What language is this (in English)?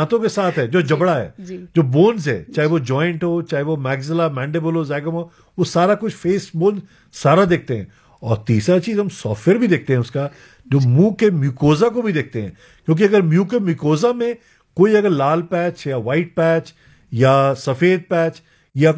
Hindi